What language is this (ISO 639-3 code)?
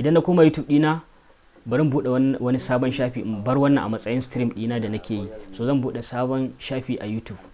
hau